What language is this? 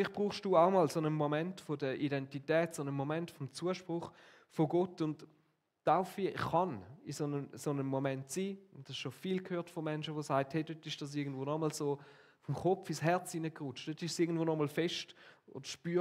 Swiss German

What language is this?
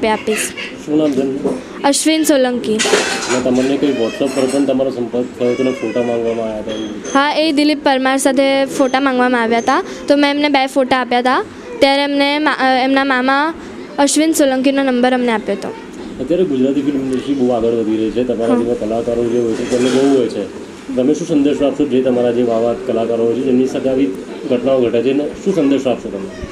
Gujarati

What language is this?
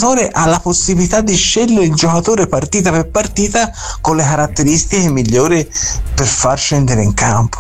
Italian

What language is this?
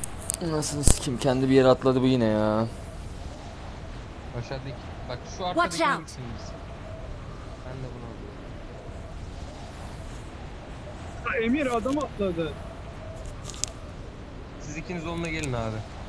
Turkish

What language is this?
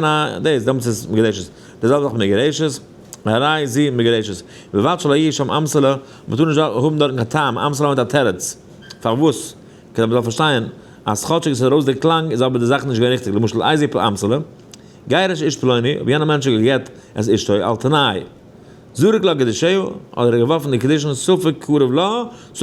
Yiddish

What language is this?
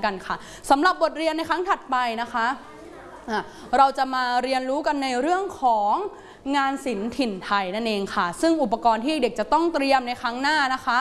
Thai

